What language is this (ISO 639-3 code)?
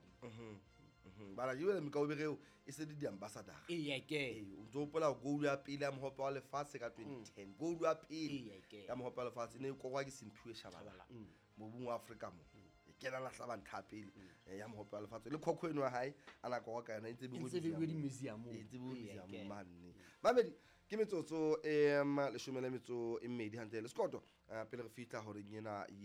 sot